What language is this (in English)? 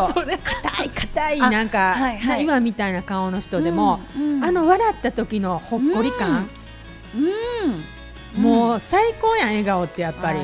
Japanese